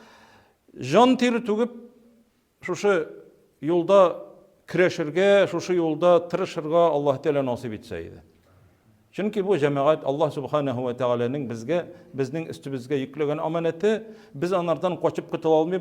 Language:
Tatar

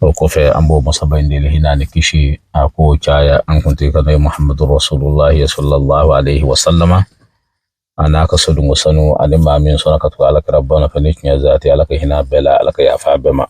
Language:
Bambara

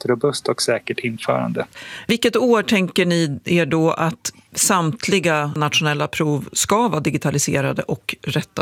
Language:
Swedish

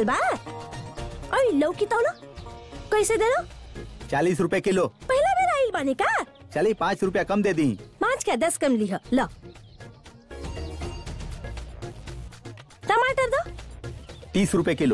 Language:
Bhojpuri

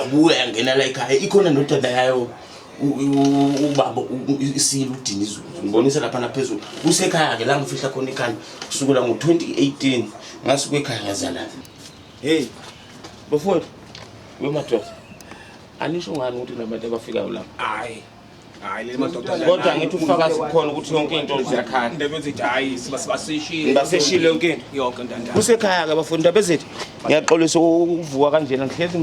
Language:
Zulu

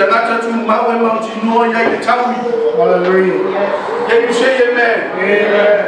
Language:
Samoan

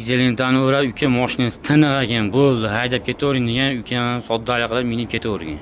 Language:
Uzbek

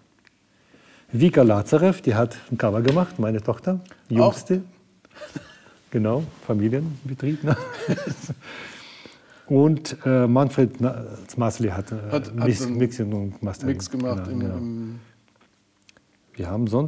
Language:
German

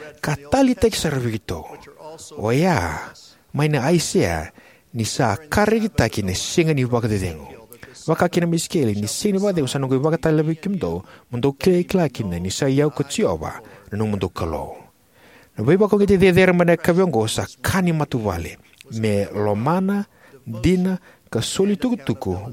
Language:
Fijian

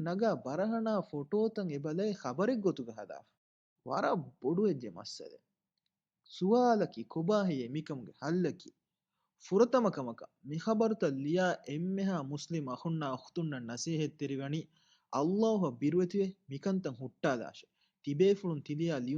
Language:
Divehi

